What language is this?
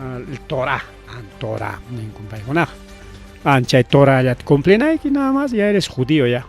Ayacucho Quechua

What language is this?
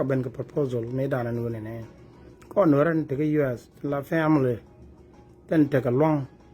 Nuer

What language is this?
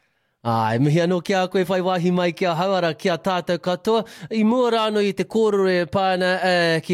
Māori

